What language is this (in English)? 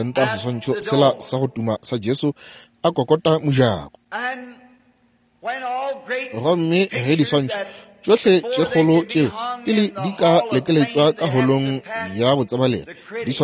Northern Sotho